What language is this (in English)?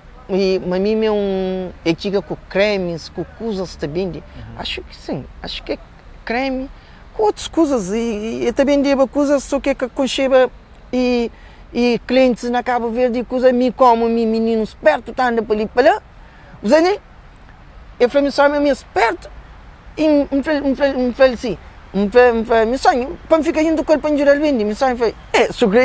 Kabuverdianu